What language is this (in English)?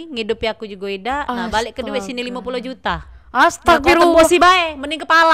Musi